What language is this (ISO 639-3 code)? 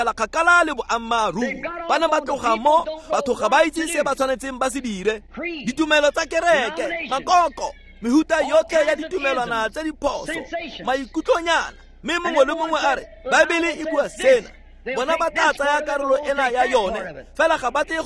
tsn